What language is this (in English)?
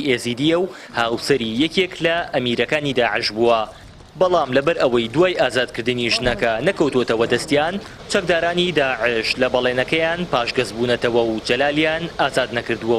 Central Kurdish